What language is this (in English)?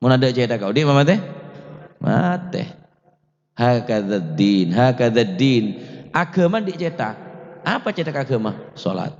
Madurese